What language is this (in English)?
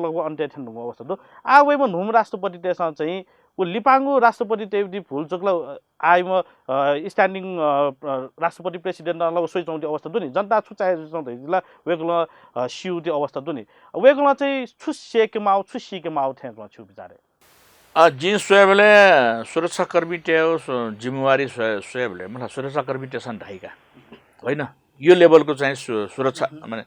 Newari